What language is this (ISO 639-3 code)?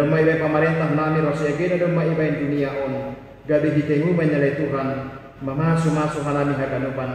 bts